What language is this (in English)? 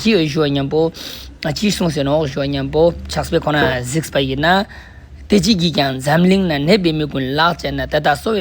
Ladakhi